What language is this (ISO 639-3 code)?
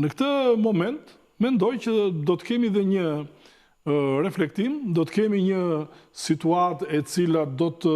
sqi